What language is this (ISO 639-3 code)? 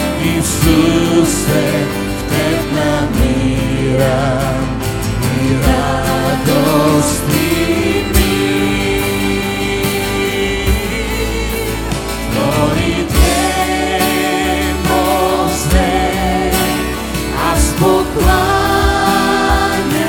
bul